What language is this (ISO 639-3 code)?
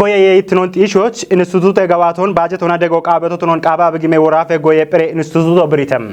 kbr